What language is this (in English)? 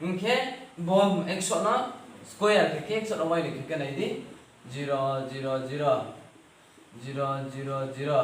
Riang (India)